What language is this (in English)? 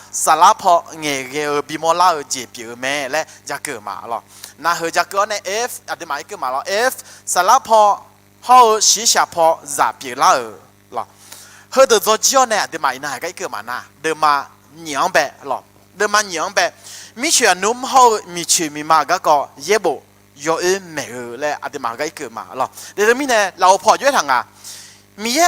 Akha